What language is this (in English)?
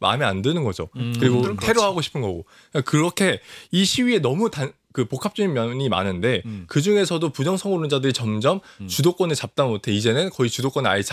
Korean